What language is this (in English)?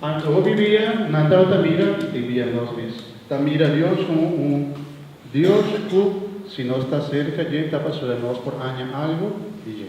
Papiamento